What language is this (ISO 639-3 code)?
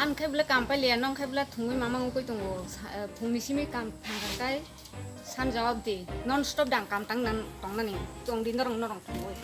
trp